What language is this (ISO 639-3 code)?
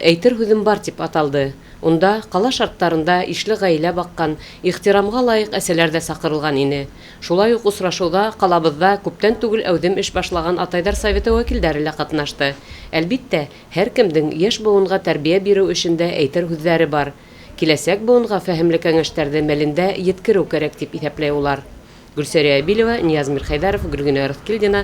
bak